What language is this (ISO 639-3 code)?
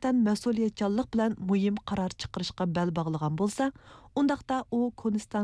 uig